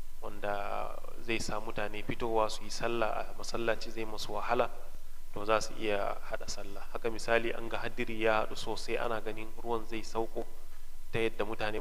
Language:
Hausa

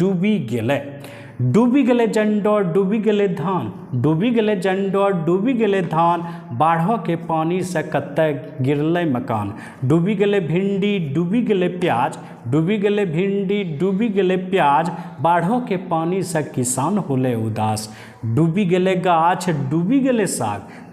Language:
Angika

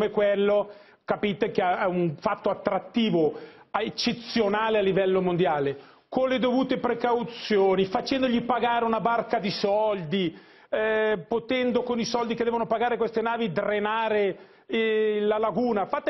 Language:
Italian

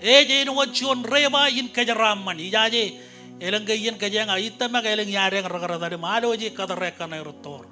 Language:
Marshallese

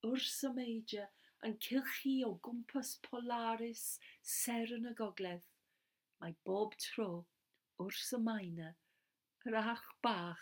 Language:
Welsh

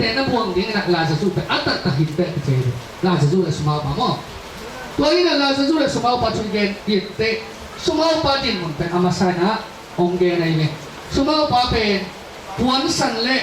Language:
Tedim Chin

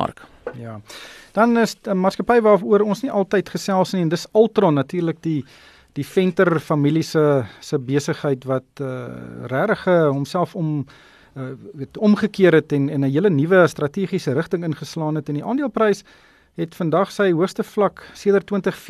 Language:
Afrikaans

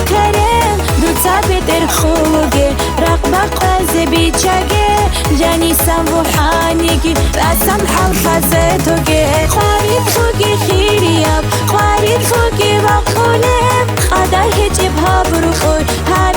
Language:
Tabassaran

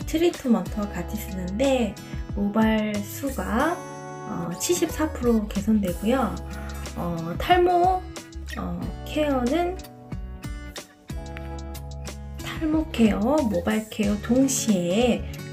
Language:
Korean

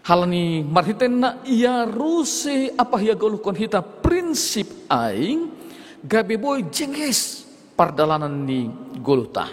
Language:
Batak Simalungun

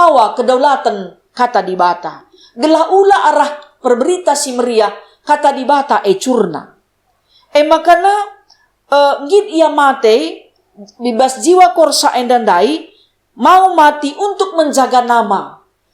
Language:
Batak Karo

